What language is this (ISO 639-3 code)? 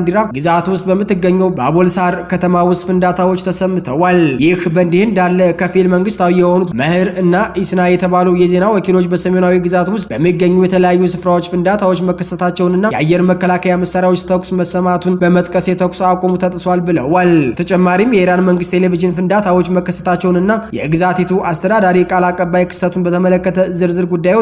amh